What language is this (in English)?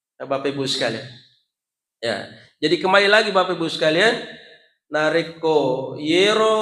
Buginese